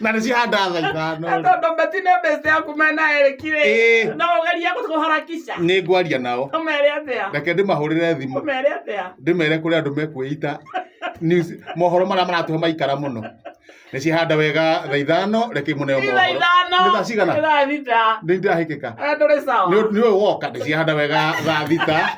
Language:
Kikuyu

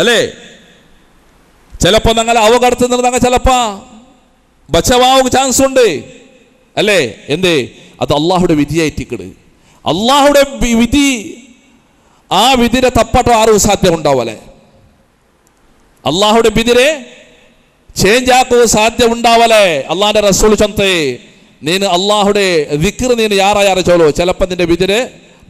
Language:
Malayalam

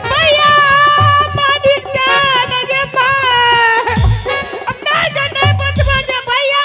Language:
Angika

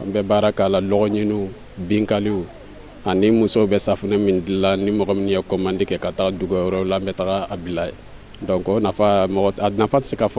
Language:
Bambara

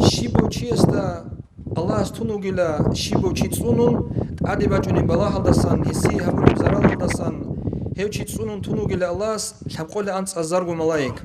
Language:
Avaric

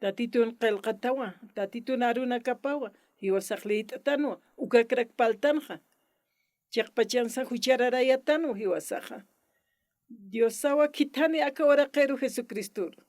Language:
Aymara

